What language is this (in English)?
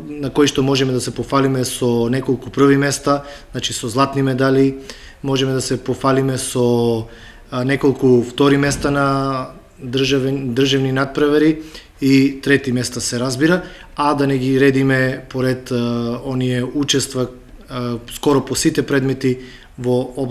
Macedonian